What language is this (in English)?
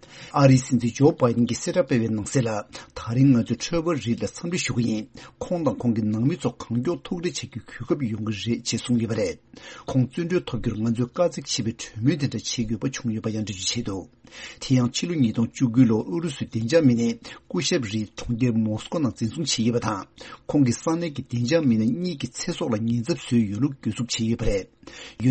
Tibetan